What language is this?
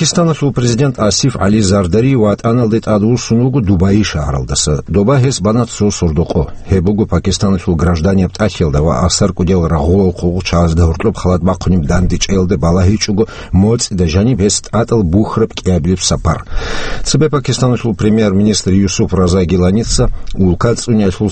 Avaric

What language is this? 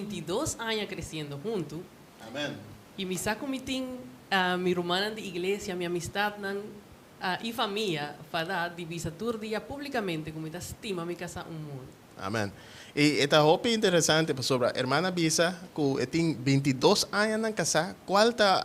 Papiamento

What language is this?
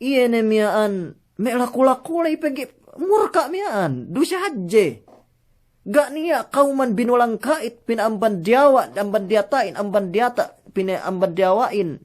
Yakan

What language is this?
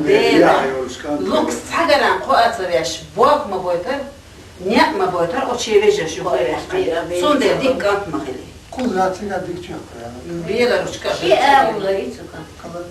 Chechen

